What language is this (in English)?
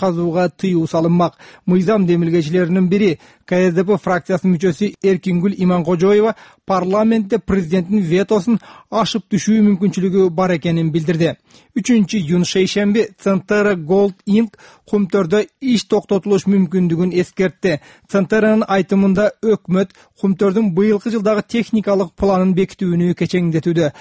Kyrgyz